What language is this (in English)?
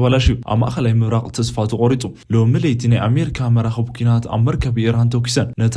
Tigrinya